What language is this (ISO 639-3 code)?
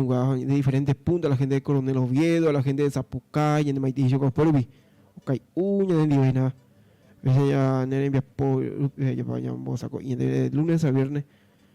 grn